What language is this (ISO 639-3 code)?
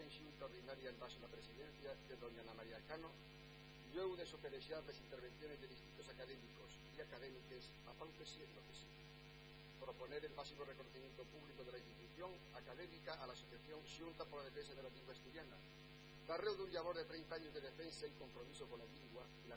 ast